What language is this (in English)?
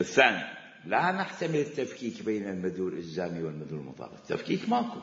Mesopotamian Arabic